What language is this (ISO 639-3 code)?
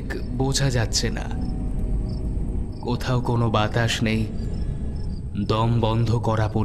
ben